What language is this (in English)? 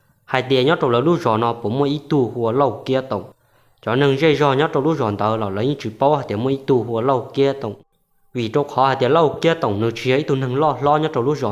Hmong